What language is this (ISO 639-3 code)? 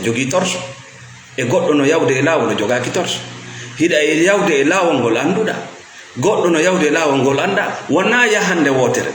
ful